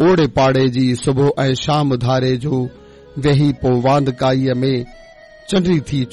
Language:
Sindhi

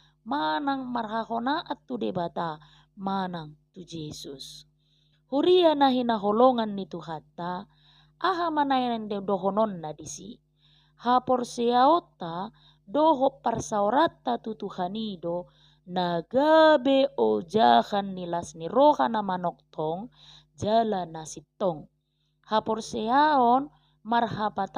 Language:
Batak Toba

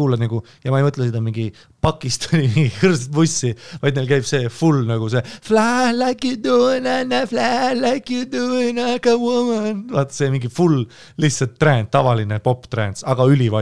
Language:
Estonian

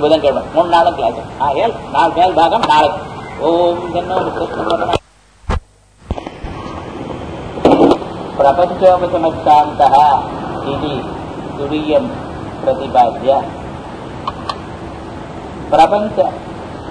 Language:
Tamil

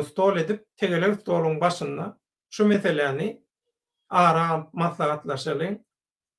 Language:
Turkmen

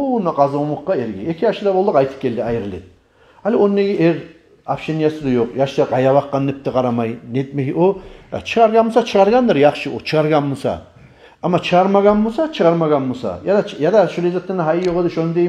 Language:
Kumyk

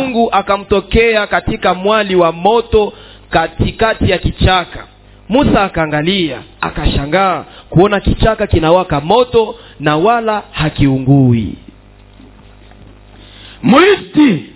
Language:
Swahili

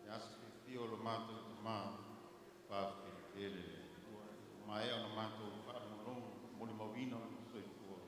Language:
Samoan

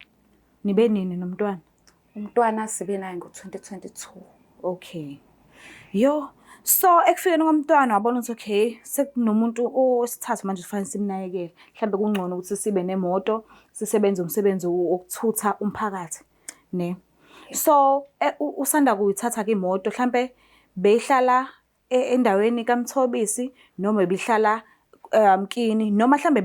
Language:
Zulu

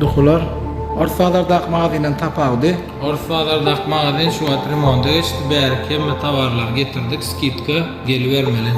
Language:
Turkmen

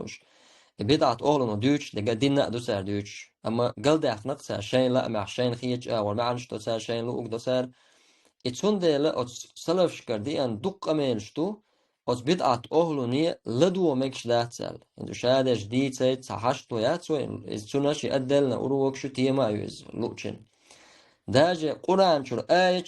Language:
Chechen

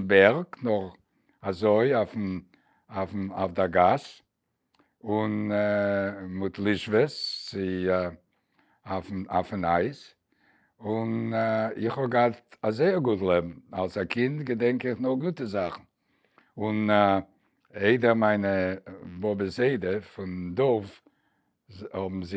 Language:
Yiddish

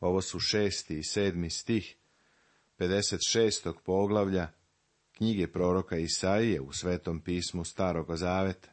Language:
Serbian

